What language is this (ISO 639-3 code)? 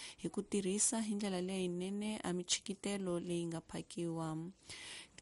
tso